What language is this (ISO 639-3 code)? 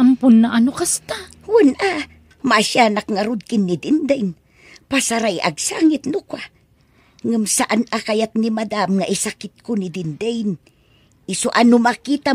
ilo